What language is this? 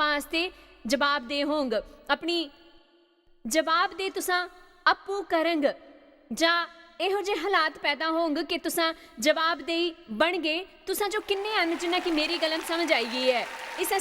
Dogri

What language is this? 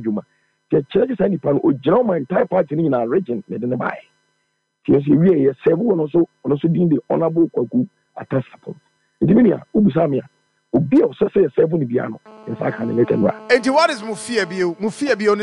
Akan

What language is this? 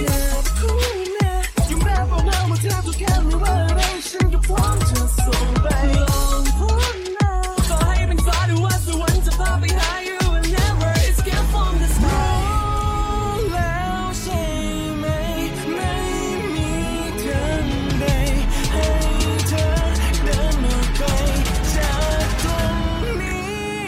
Thai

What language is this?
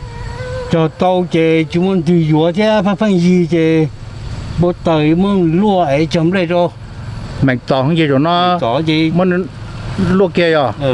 Hmong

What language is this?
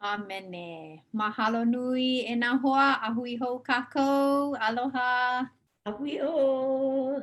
Hawaiian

